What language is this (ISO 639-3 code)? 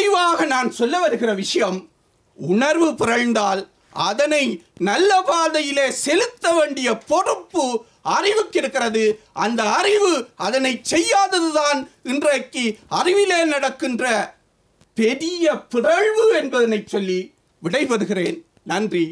tam